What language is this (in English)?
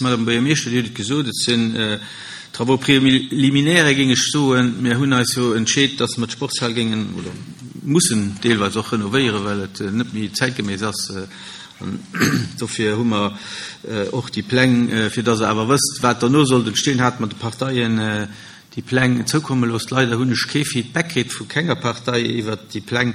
Luxembourgish